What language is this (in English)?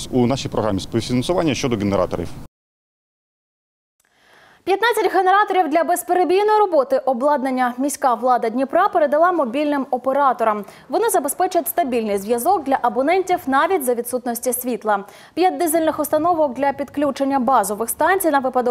Ukrainian